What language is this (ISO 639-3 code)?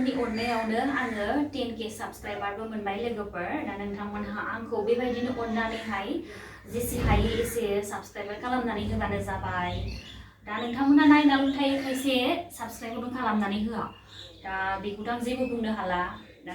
brx